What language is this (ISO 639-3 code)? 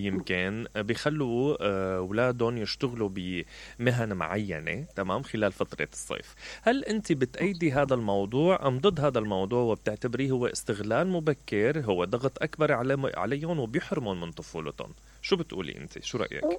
acm